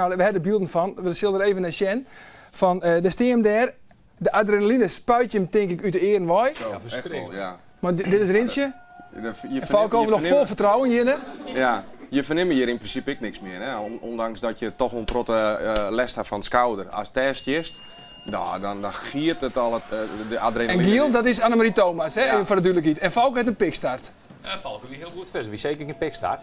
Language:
Western Frisian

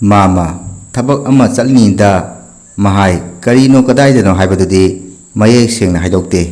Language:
Manipuri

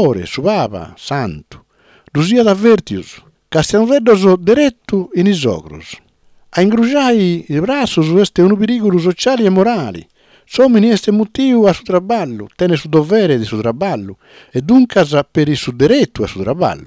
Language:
Sardinian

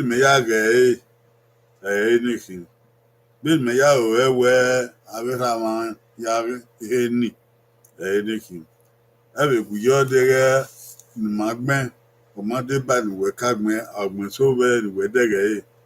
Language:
Bini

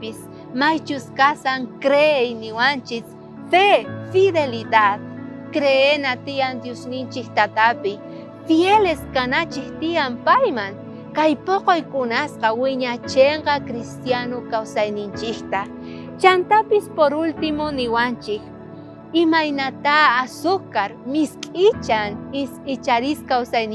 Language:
South Bolivian Quechua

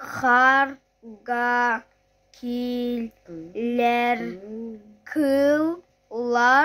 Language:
Yakut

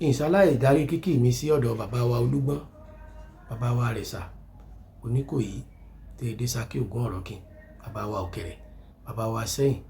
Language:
Yoruba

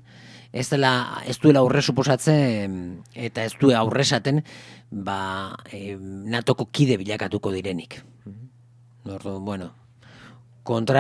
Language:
Basque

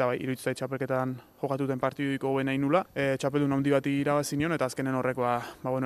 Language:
Basque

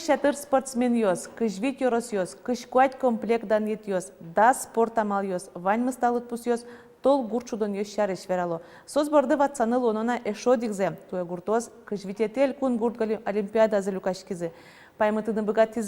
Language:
Udmurt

